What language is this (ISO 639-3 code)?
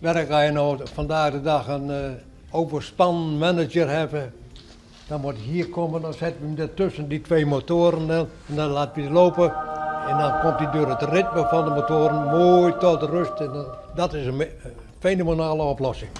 fry